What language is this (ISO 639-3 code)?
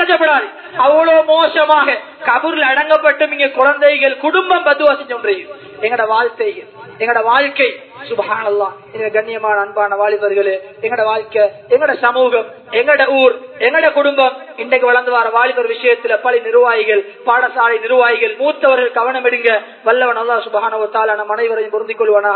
tam